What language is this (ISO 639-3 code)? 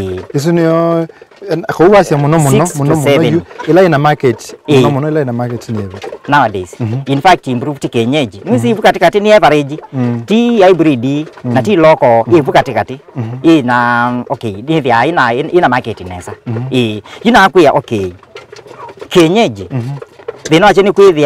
kam